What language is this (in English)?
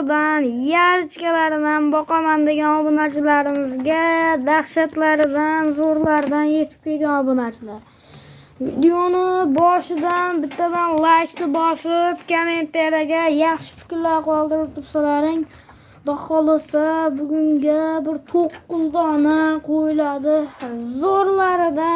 Uzbek